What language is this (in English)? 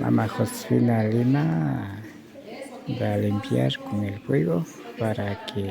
Imbabura Highland Quichua